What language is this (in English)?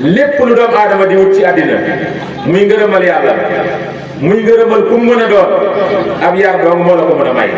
Wolof